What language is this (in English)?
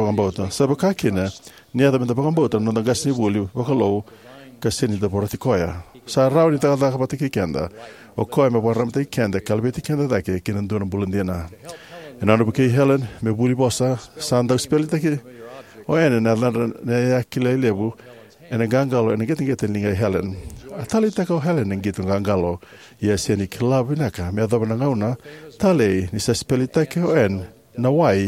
Fijian